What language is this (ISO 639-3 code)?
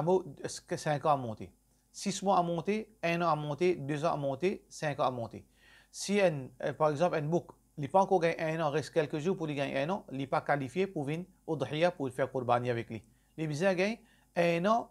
mfe